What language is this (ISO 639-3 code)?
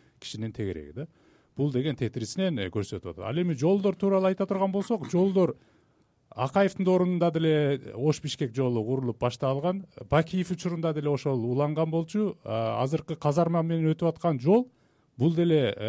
kir